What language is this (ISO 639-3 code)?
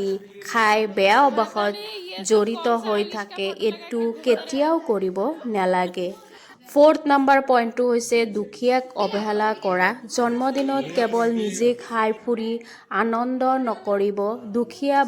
asm